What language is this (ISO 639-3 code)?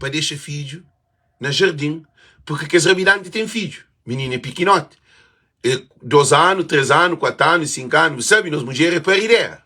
kea